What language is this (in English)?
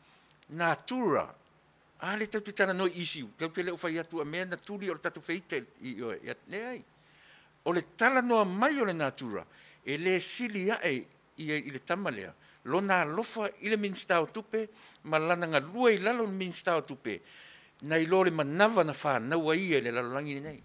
Samoan